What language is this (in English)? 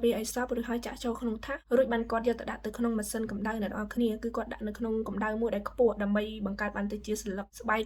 Khmer